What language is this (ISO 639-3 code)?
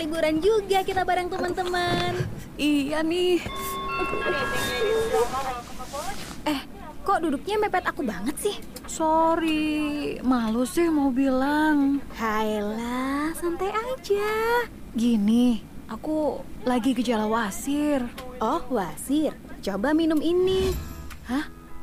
ind